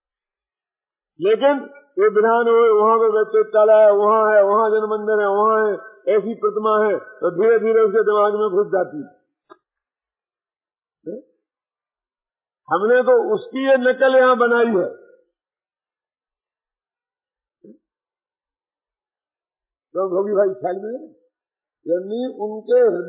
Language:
Hindi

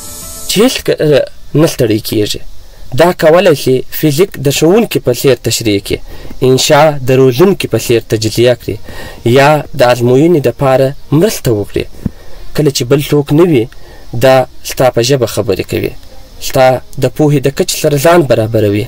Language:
Pashto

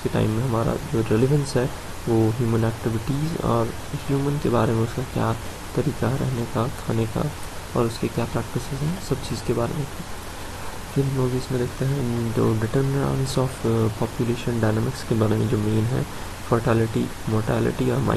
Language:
Hindi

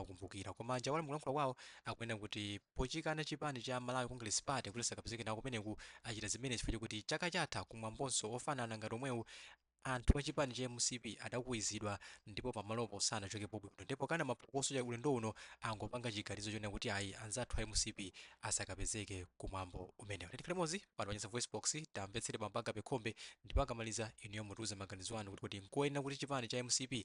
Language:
Nyanja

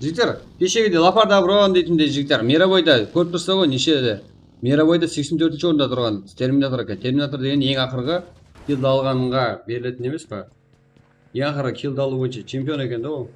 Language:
Kara-Kalpak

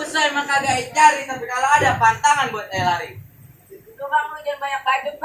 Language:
Betawi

